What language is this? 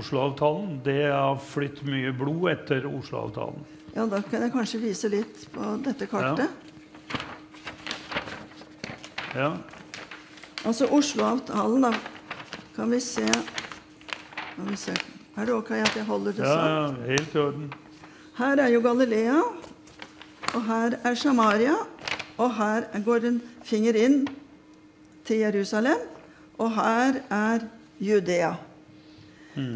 Norwegian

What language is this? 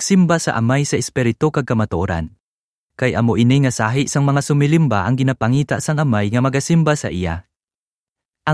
Hiligaynon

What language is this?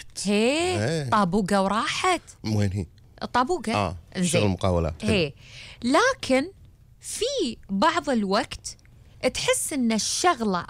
Gulf Arabic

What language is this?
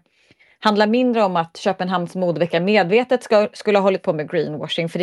Swedish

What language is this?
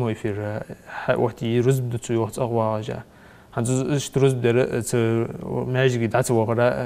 Ingush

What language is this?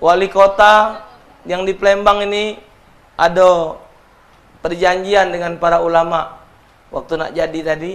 Musi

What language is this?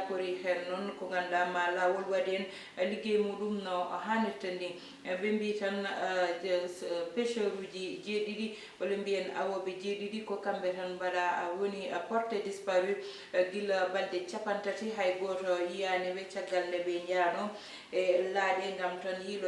Fula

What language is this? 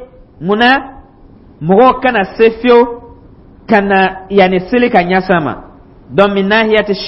Dyula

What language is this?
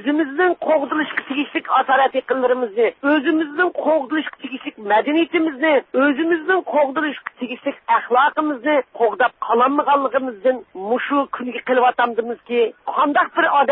Uyghur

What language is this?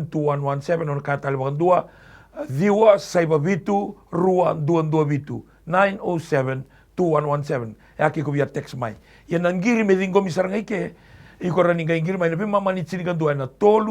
Fijian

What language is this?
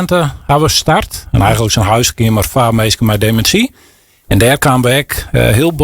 Western Frisian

